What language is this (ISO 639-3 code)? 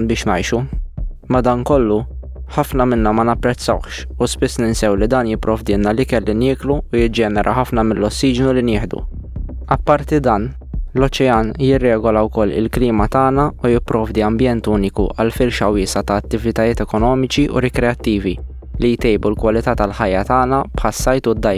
mlt